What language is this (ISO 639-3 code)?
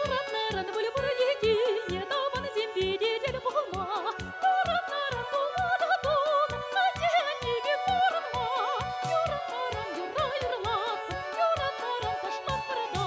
chv